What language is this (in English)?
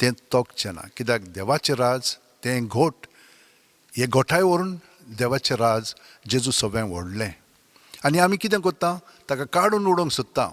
Konkani